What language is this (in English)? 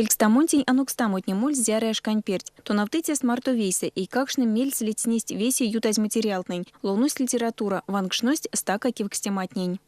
Erzya